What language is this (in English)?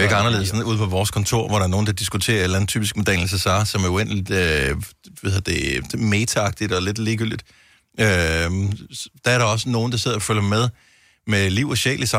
Danish